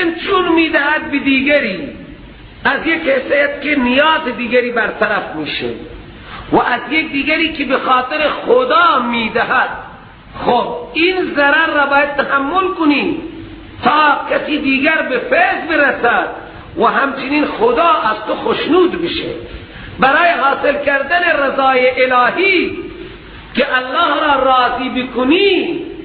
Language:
Persian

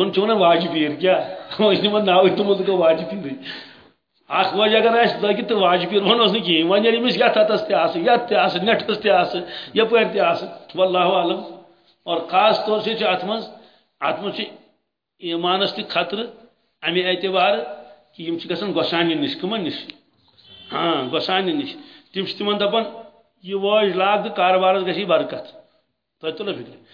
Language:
Kashmiri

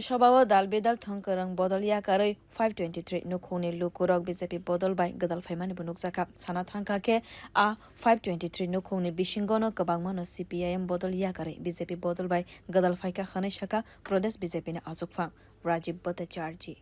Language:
Kok Borok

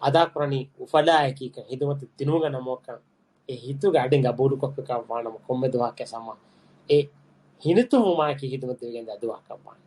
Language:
Divehi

